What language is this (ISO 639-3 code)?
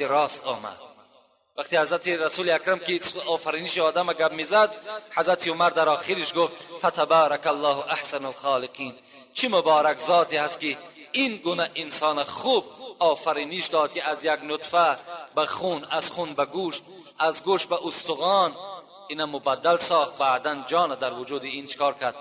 tgk